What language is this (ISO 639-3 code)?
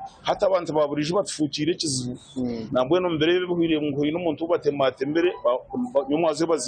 nyn